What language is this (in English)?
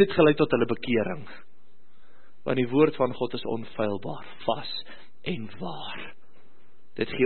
Afrikaans